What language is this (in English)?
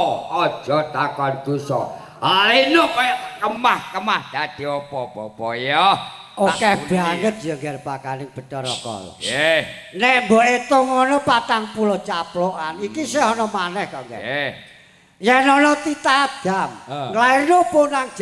Javanese